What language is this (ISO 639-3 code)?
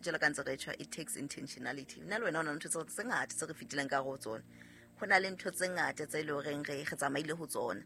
sot